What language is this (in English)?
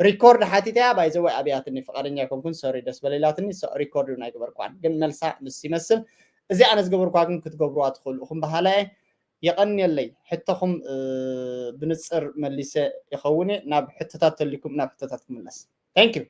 Tigrinya